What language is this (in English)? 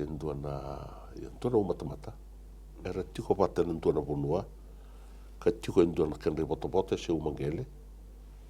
Fijian